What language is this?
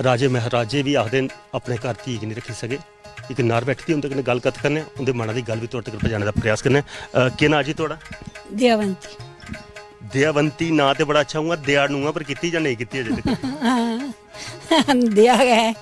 Dogri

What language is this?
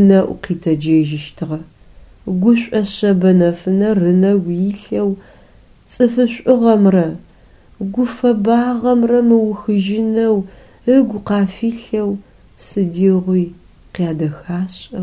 Adyghe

